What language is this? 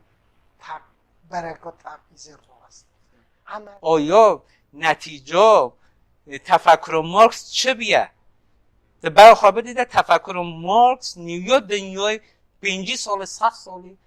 Kurdish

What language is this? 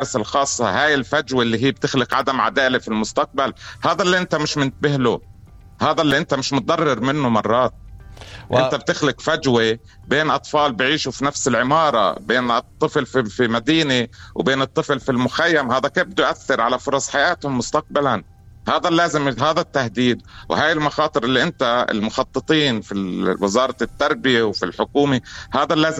North Levantine Arabic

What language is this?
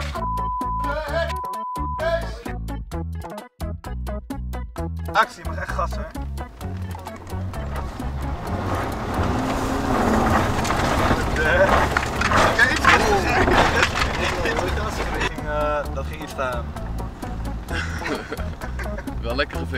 Turkish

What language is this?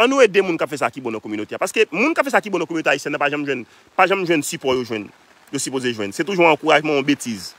Haitian Creole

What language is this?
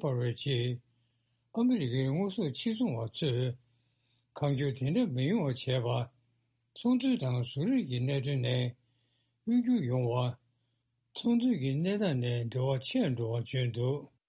Tibetan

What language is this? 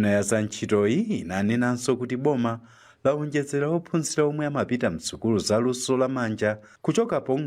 Nyanja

